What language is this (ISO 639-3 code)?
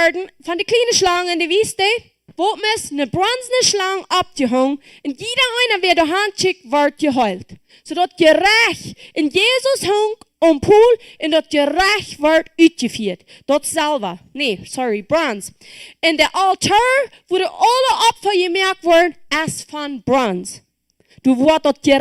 pdt